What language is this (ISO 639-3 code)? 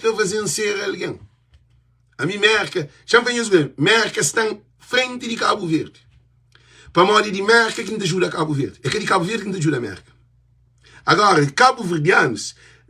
kea